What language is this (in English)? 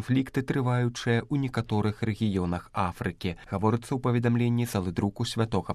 Belarusian